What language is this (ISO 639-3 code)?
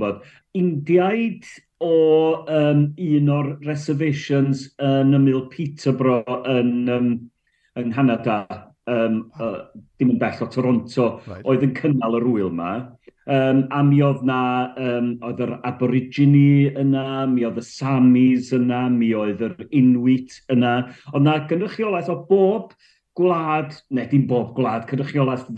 cym